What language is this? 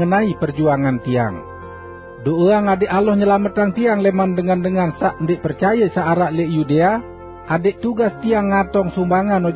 Sasak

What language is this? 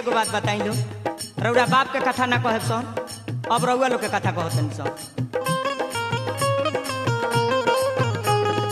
Bhojpuri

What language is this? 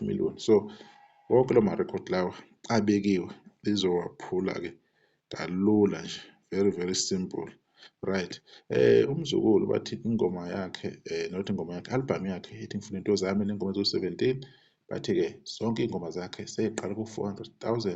Zulu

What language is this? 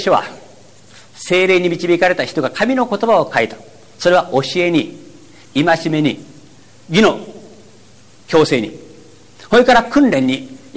Japanese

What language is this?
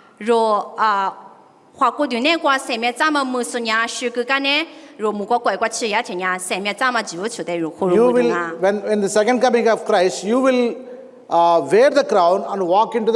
Lisu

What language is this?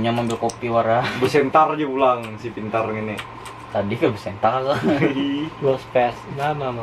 Banjar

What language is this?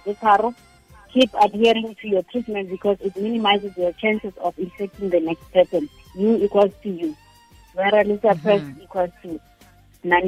Tswana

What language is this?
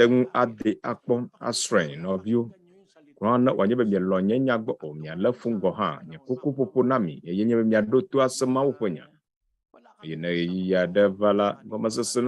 Ewe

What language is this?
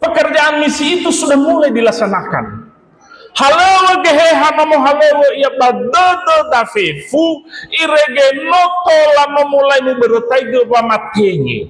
Nias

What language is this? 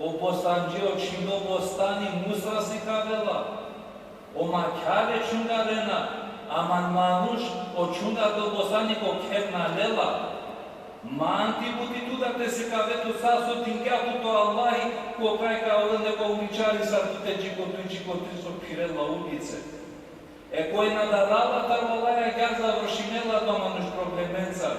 Balkan Romani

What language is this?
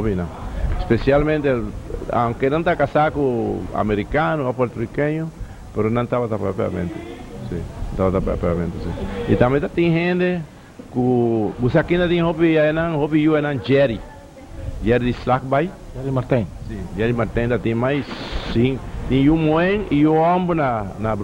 Papiamento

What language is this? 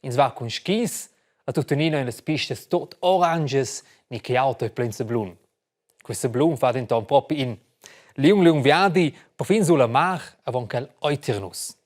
Romansh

